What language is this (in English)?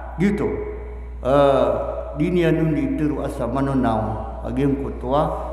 Maranao